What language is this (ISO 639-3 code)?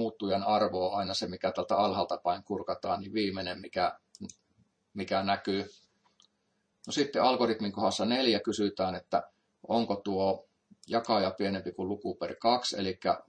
fin